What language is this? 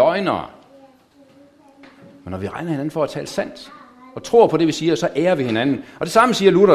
Danish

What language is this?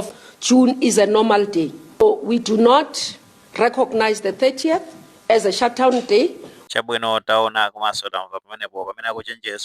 Nyanja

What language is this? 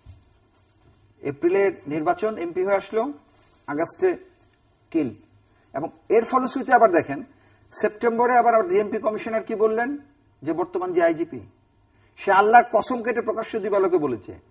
Bangla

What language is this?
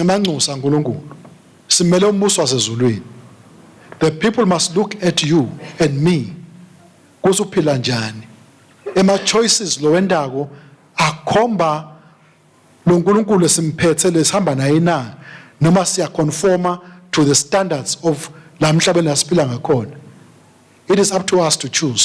Swati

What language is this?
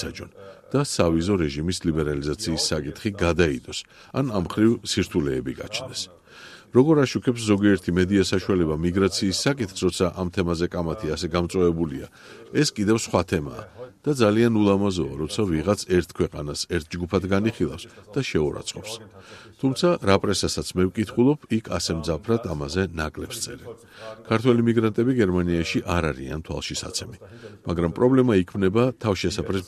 Georgian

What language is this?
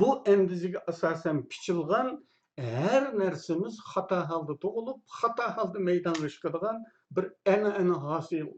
Uyghur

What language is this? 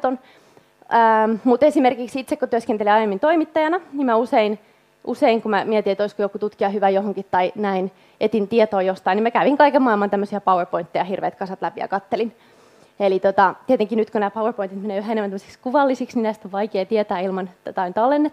Finnish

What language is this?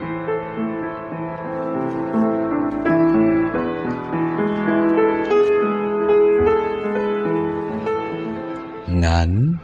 Waray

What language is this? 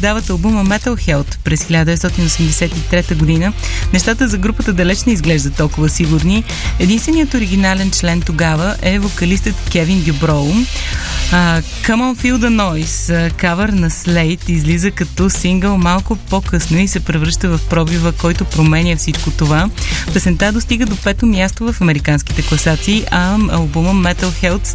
Bulgarian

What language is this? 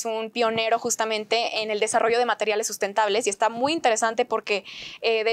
Spanish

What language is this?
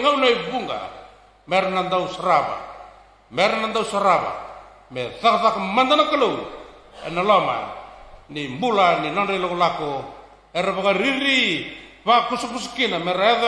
Fijian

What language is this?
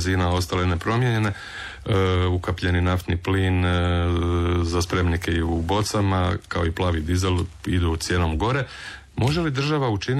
Croatian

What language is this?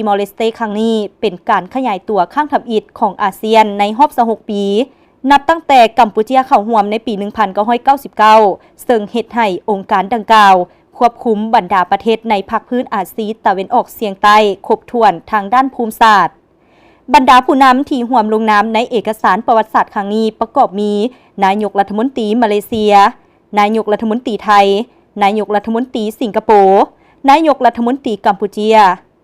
Lao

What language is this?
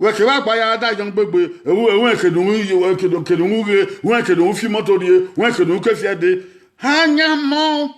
Bini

